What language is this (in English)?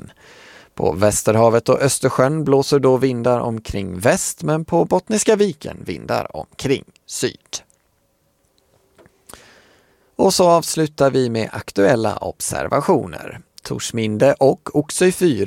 Swedish